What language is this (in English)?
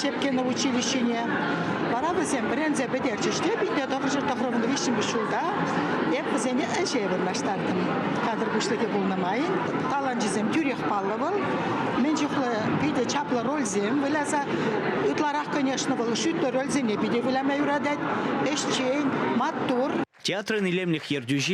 Chuvash